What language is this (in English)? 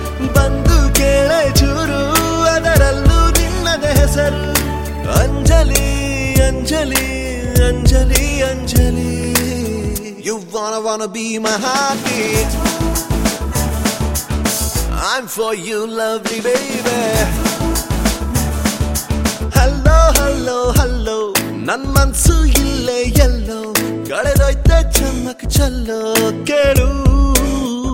Kannada